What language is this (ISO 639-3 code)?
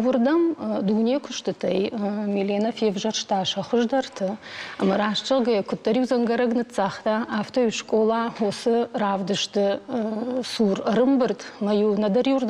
oss